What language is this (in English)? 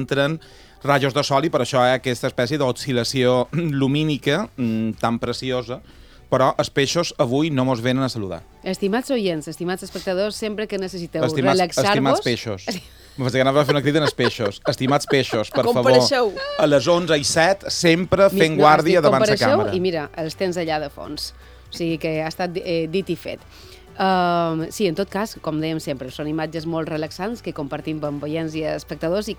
Catalan